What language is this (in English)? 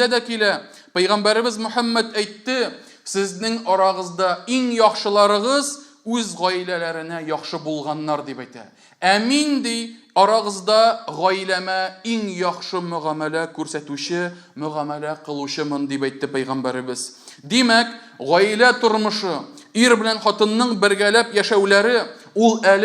Tatar